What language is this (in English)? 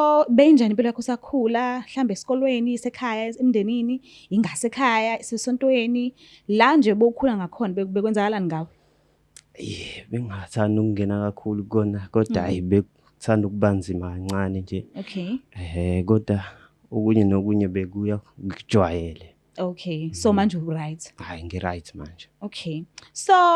Zulu